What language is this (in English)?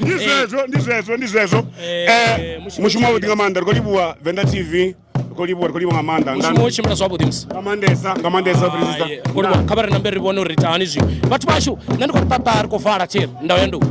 Venda